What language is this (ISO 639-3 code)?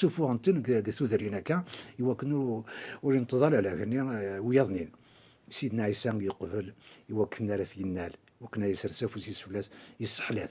kab